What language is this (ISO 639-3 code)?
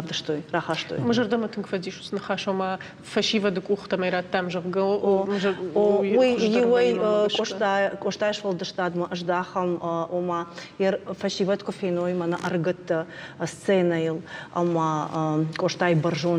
oss